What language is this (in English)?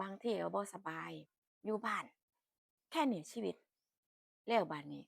Northeastern Thai